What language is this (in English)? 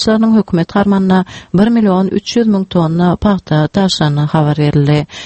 Turkmen